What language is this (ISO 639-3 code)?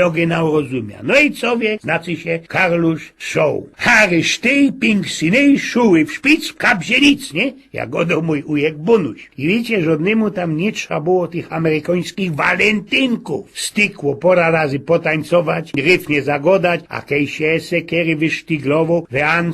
szl